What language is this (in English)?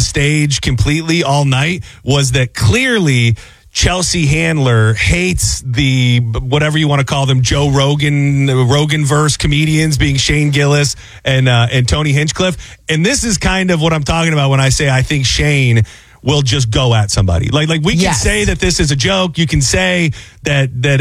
English